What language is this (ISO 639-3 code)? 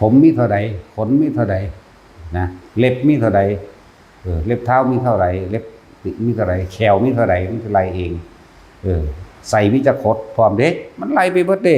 tts